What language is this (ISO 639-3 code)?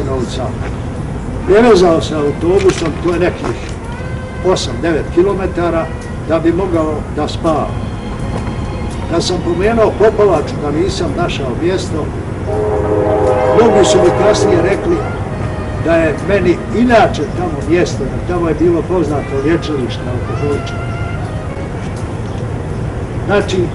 bos